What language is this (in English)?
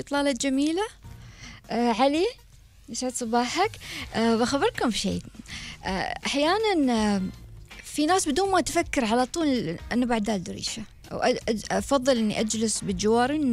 Gulf Arabic